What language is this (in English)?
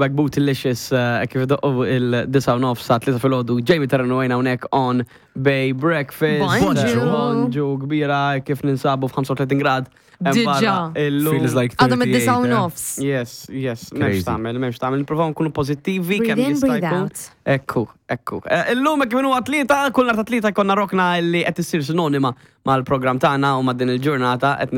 Maltese